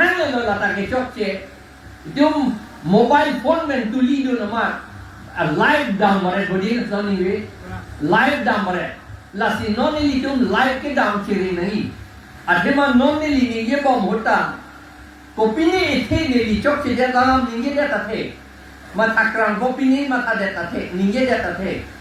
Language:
Karbi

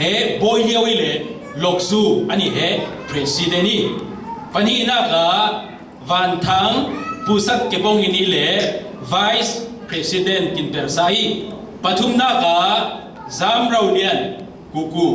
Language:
Falam Chin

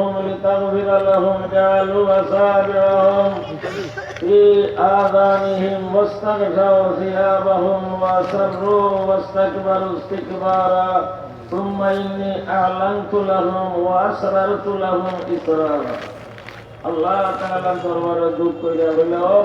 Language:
Sylheti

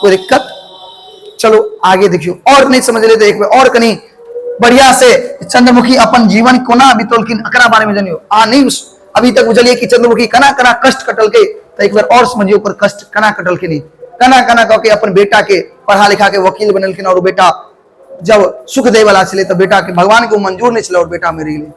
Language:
Maithili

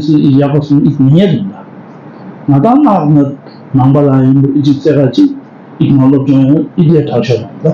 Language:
Tibetan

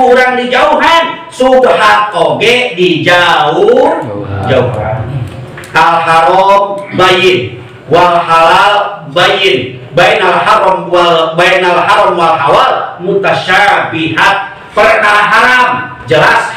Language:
Sundanese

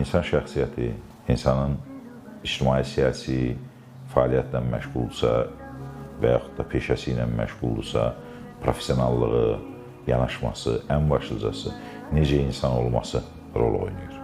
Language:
Azerbaijani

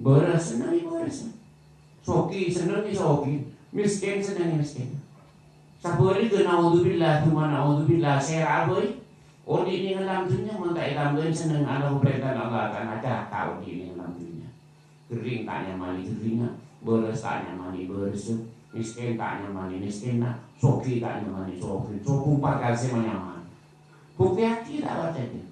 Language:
Madurese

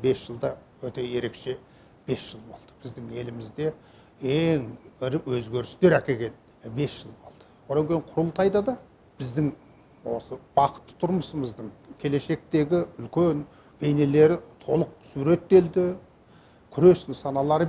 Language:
Kazakh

